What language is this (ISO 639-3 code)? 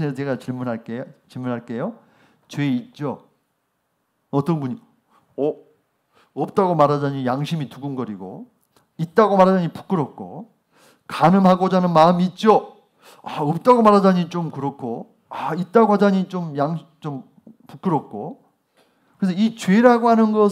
kor